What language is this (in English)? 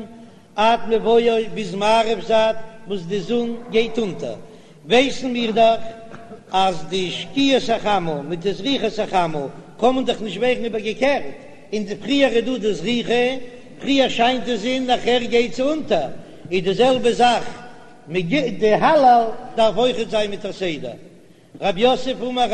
Yiddish